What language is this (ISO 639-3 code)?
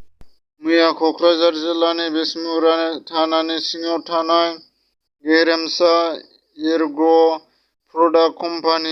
brx